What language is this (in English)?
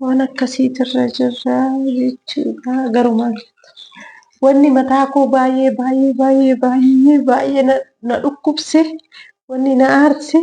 Oromo